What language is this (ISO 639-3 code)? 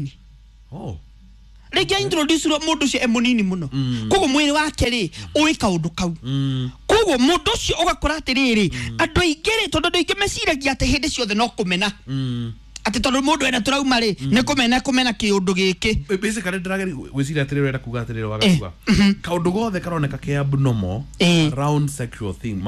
kik